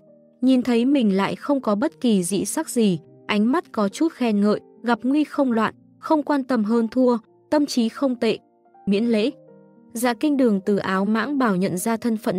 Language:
Vietnamese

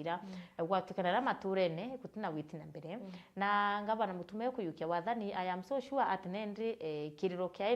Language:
Meru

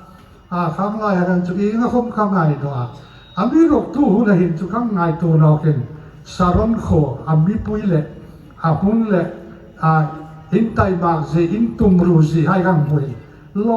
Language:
Hmar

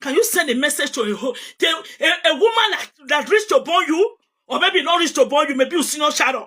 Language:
Nigerian Pidgin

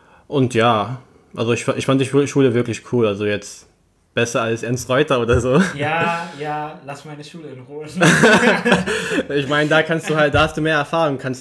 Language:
German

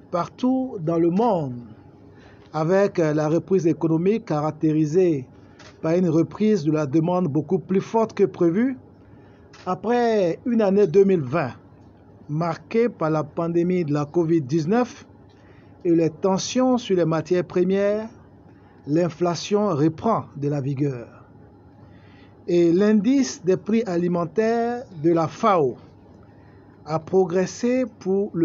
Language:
French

